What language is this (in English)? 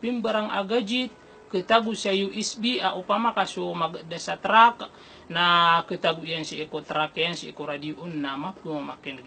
Maranao